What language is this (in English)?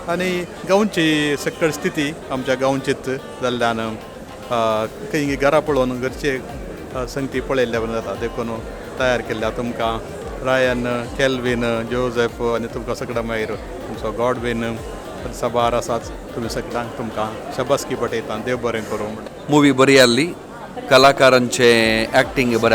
Konkani